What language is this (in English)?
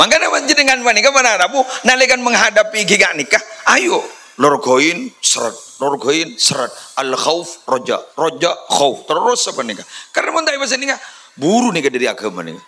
Madurese